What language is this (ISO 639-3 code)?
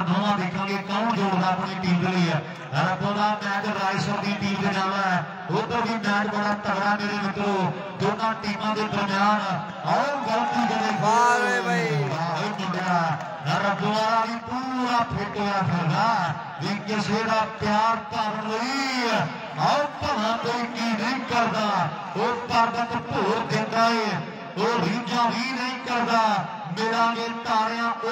pan